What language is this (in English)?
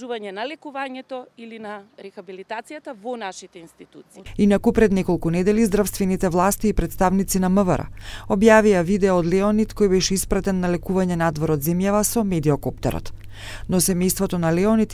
Macedonian